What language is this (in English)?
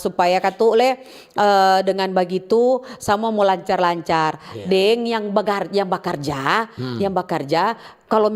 Manado Malay